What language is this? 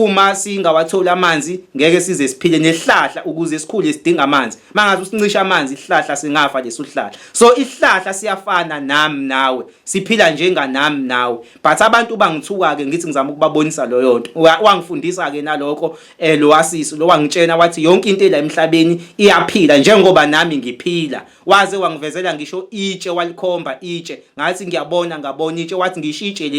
Zulu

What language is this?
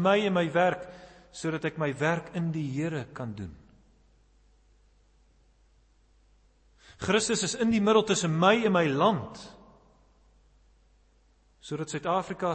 Afrikaans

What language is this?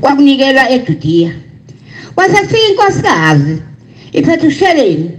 Zulu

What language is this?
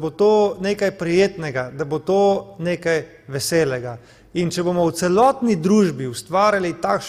Slovenian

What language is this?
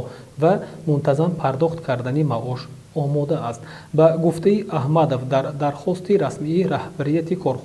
Tajik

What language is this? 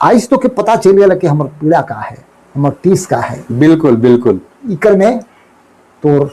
Sadri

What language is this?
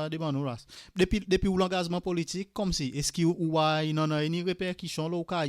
Seselwa Creole French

